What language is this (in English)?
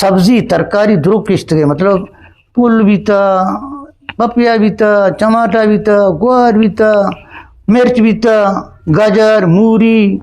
Eastern Balochi